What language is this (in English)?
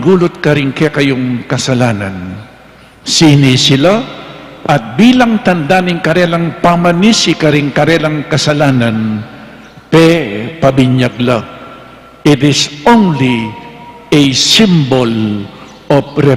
Pampanga